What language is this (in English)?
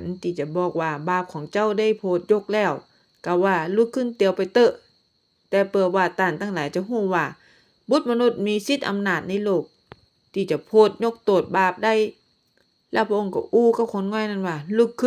Northern Thai